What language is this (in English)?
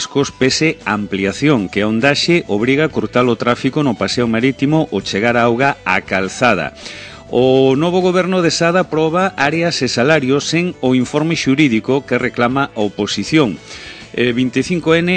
Galician